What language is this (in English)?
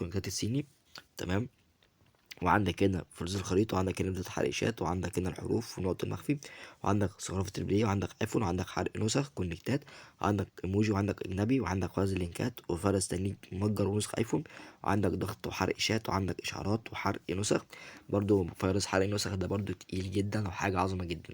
Egyptian Arabic